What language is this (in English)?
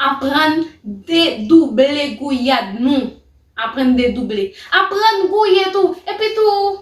Haitian Creole